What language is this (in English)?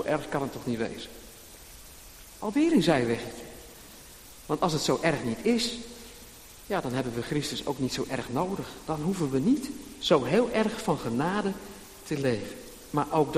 Dutch